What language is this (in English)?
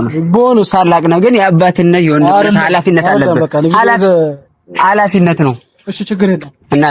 Amharic